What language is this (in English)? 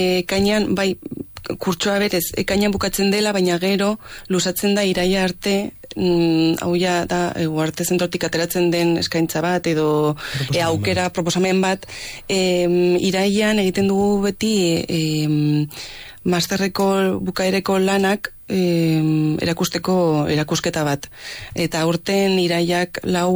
Basque